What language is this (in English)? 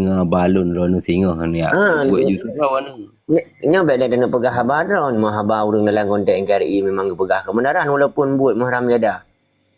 Achinese